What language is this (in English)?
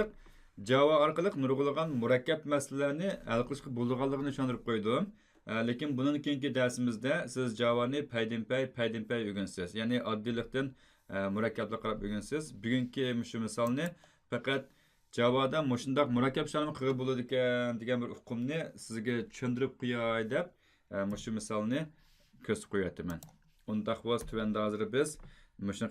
Uyghur